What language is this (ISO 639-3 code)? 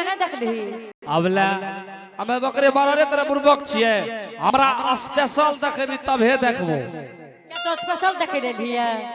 anp